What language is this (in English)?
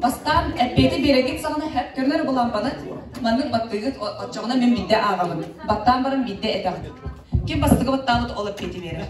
Yakut